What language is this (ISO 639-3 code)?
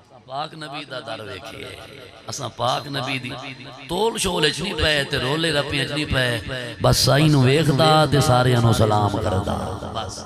skr